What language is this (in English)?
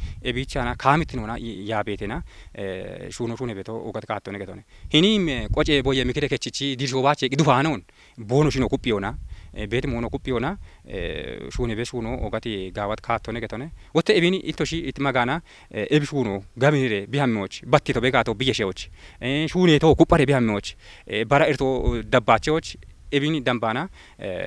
Kafa